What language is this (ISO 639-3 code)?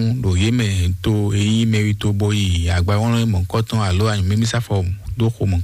fon